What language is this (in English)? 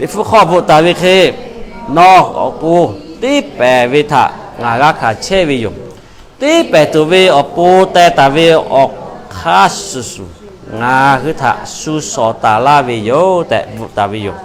Lahu